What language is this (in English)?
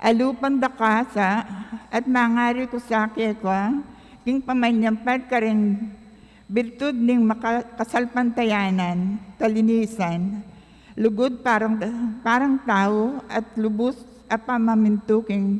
Pampanga